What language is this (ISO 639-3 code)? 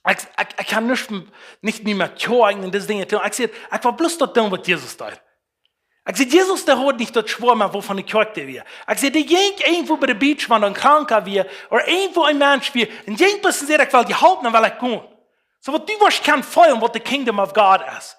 pdt